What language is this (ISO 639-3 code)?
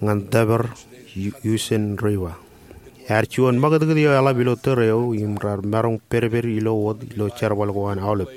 mah